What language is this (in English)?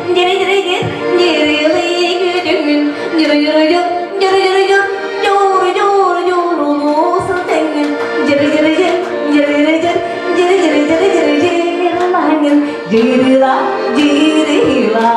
Yakut